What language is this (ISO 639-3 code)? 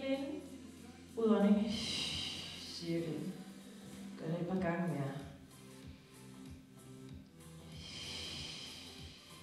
dan